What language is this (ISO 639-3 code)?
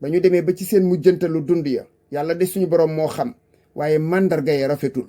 wol